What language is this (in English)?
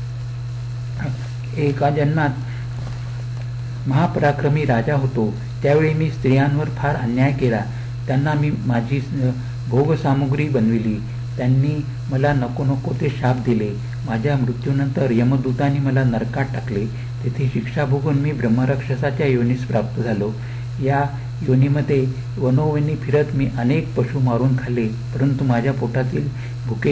Marathi